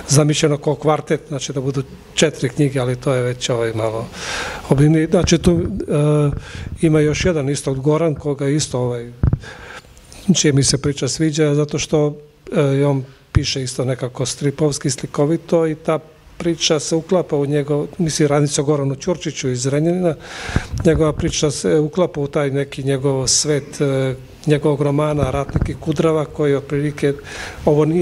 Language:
Serbian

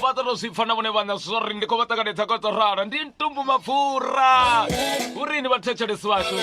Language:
Venda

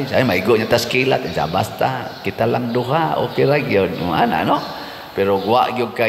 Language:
Cebuano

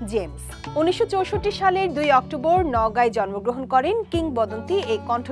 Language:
Bangla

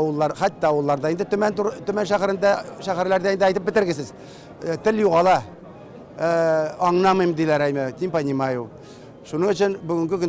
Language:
Tatar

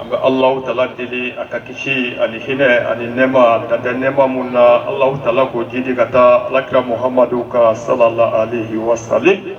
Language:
Bambara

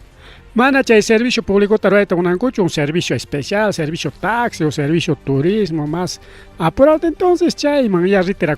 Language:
Ayacucho Quechua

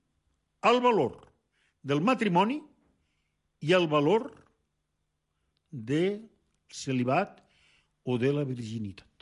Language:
Catalan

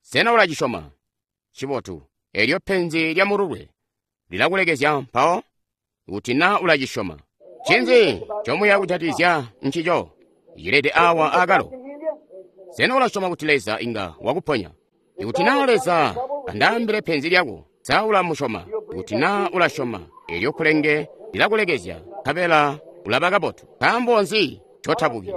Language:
Tonga (Zambia)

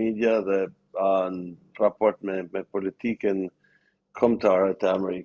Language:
Albanian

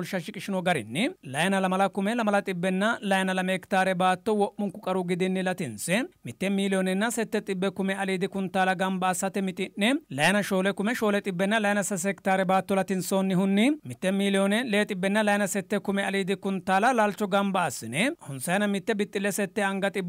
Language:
Sidamo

